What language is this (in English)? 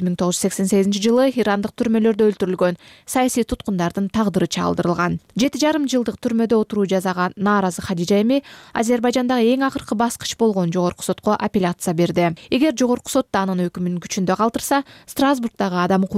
Kyrgyz